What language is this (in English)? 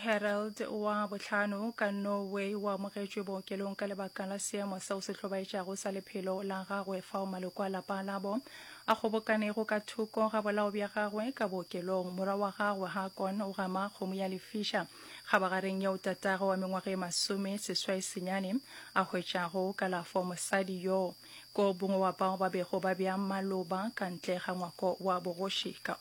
Northern Sotho